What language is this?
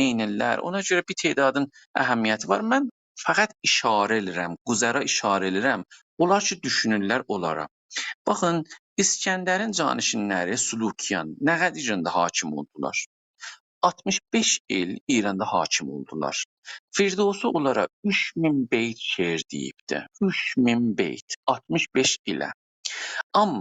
South Azerbaijani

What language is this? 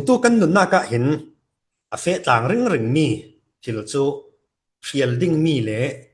Falam Chin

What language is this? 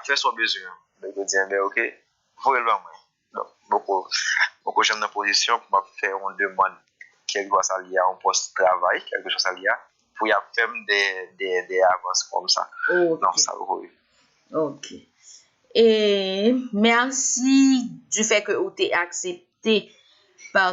Haitian Creole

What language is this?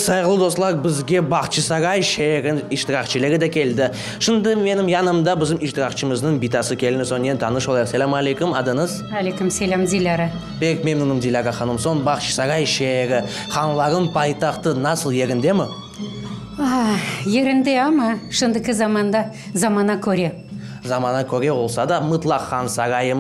Crimean Tatar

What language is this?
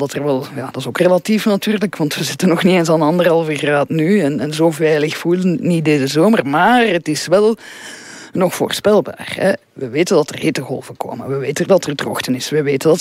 Dutch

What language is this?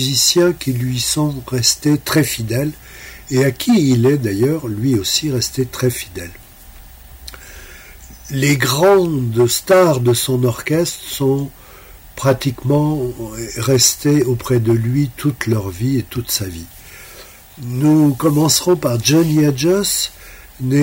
French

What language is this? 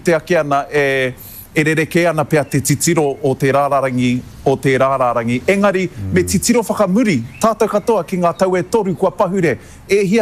Māori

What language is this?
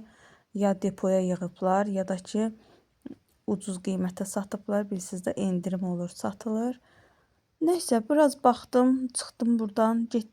Azerbaijani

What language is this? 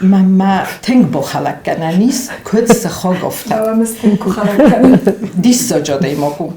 Ossetic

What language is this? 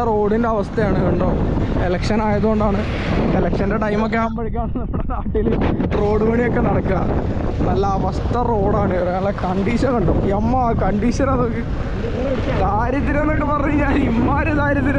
Malayalam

